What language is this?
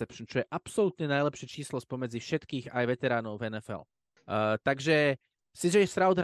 Slovak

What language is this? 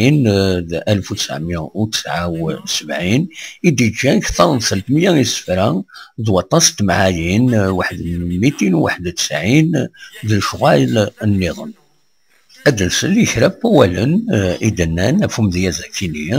Kabyle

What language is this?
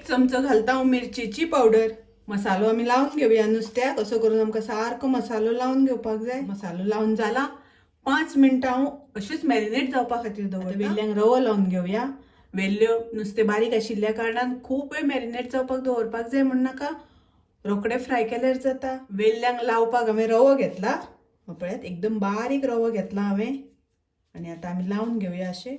Konkani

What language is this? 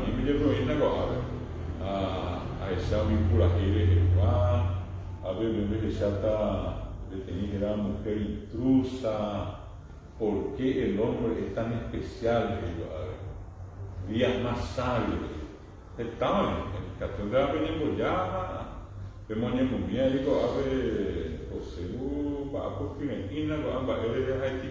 Guarani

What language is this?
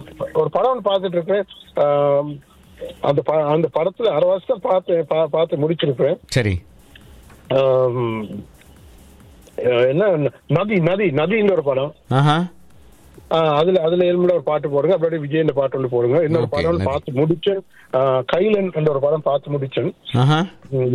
Tamil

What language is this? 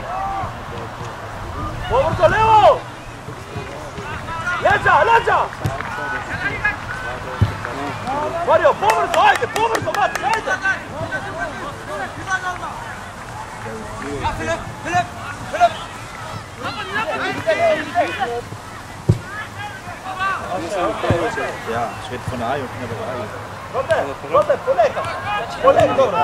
Macedonian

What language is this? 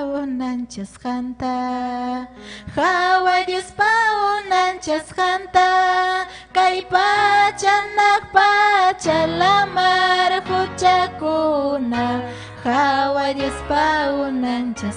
Ayacucho Quechua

